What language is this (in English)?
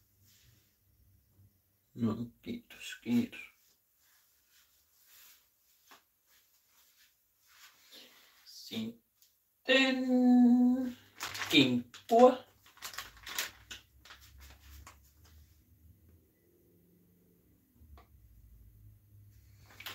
Finnish